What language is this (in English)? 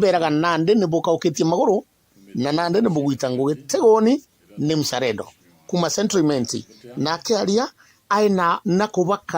Meru